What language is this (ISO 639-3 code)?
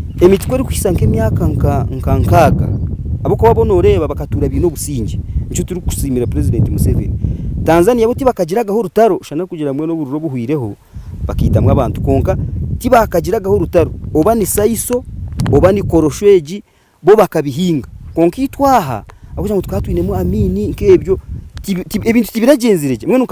nyn